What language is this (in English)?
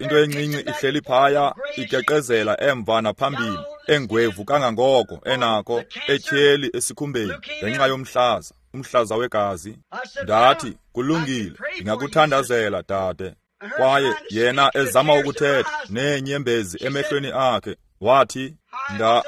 Xhosa